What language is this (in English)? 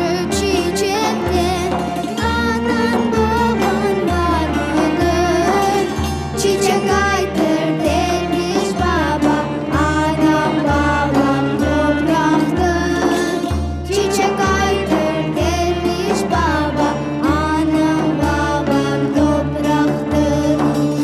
Crimean Tatar